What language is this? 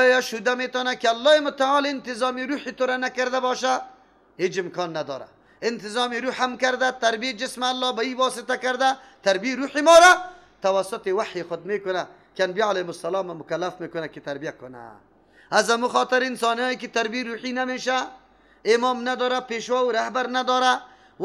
Persian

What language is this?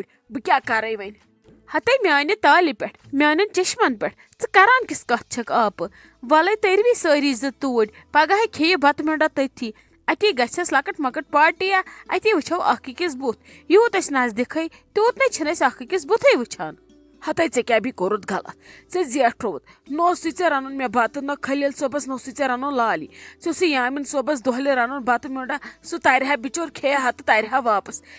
Kashmiri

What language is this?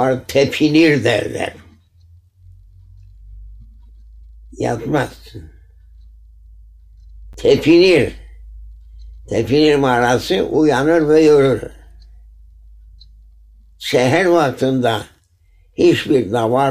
Turkish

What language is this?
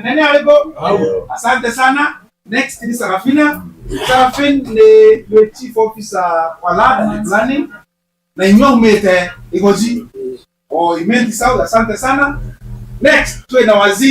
Meru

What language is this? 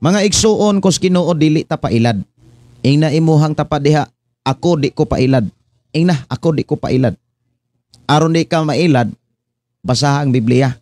Cebuano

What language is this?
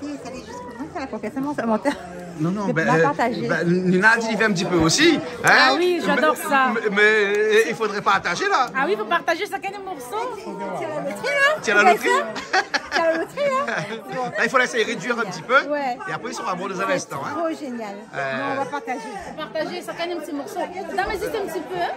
Réunion Creole French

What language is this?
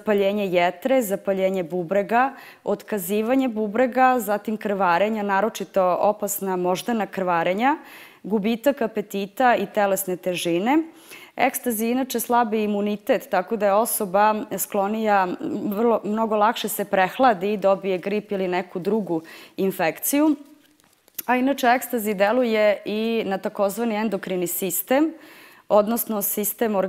Serbian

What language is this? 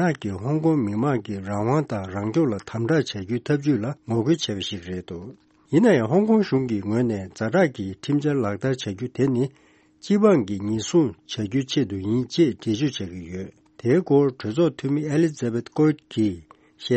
Tibetan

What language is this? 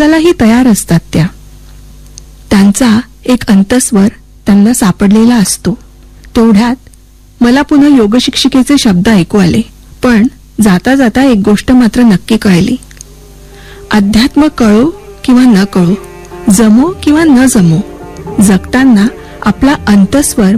Marathi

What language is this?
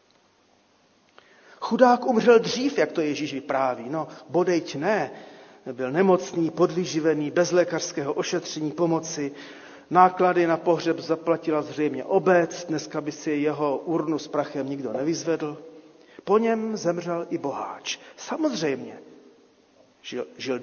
Czech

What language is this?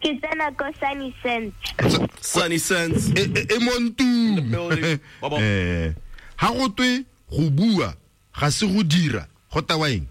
Tswana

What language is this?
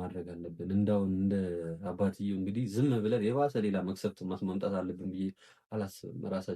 Amharic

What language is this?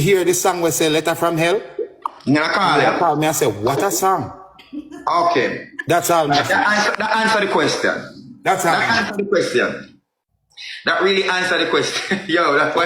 Jamaican Creole English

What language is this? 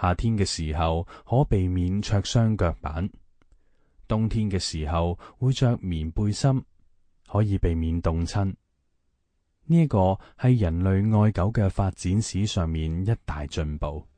Cantonese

